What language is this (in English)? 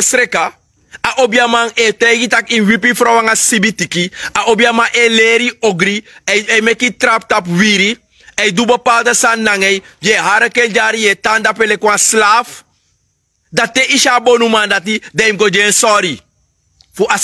Sranan Tongo